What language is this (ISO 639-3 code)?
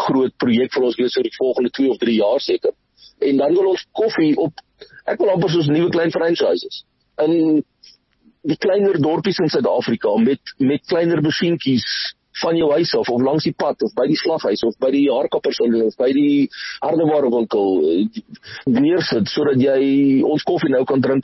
afr